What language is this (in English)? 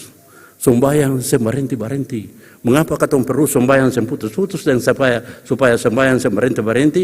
Ambonese Malay